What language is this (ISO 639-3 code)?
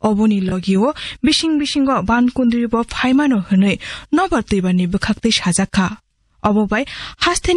trp